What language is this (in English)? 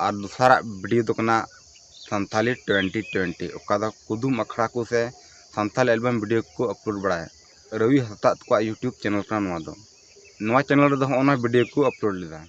Santali